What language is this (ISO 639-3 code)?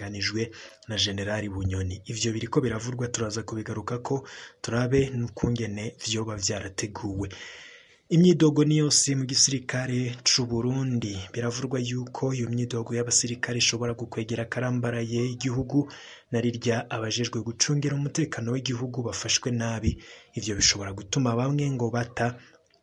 run